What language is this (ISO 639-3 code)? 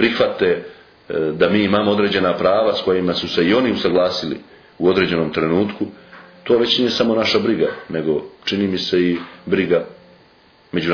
srp